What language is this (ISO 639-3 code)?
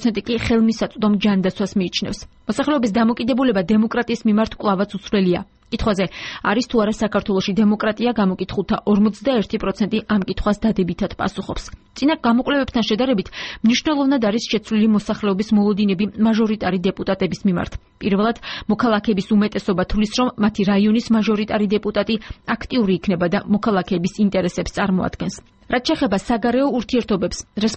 kat